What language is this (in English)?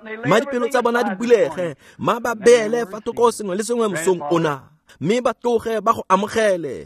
Tswana